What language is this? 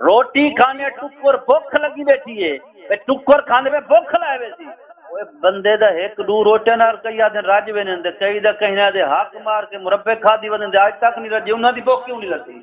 Saraiki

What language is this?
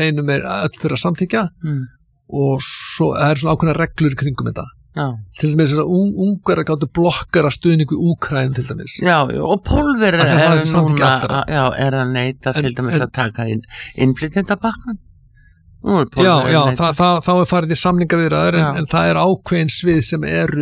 Icelandic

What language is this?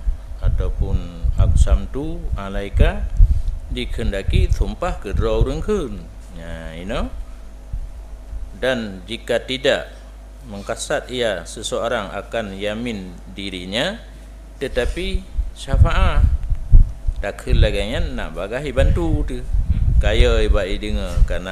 Malay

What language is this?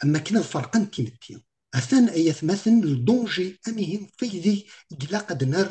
Kabyle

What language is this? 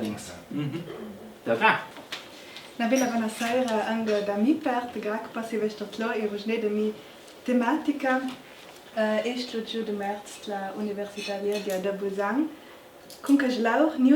Ladin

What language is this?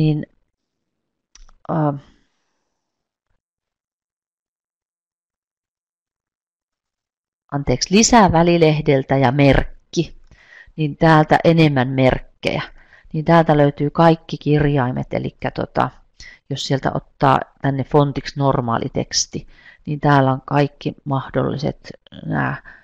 Finnish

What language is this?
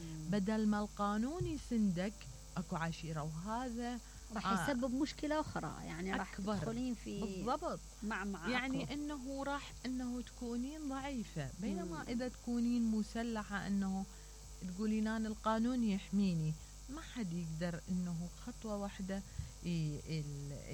Mesopotamian Arabic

